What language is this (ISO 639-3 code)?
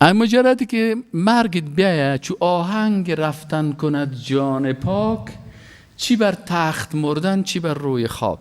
fas